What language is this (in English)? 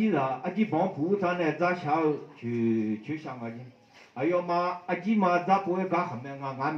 Akha